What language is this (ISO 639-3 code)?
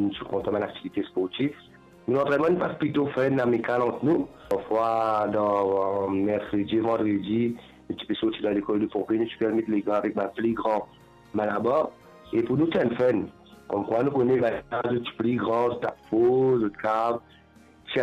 mfe